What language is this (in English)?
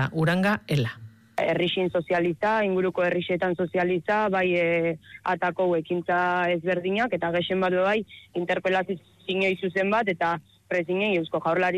Basque